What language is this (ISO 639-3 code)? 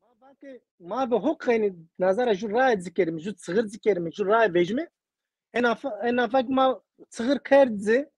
zza